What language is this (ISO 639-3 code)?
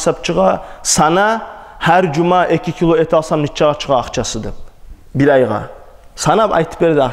kum